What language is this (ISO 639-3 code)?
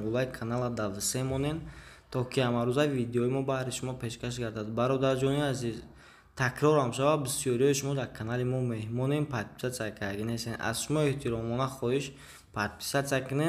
tgk